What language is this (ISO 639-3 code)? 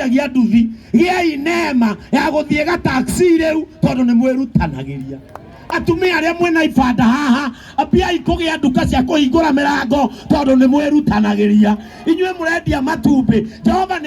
kik